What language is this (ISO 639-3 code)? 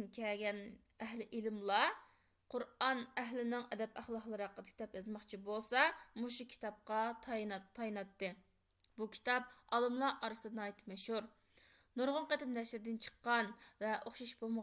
uig